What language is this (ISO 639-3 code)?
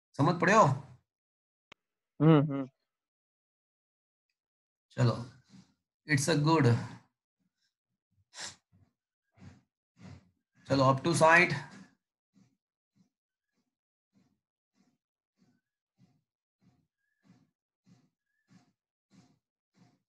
guj